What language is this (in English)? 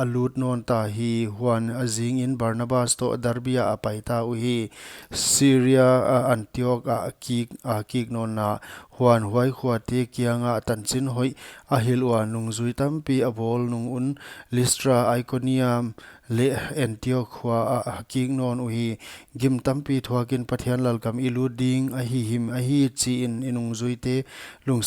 Paite Chin